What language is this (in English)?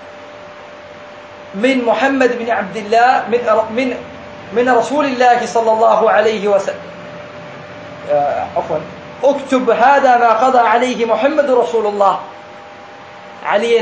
Malayalam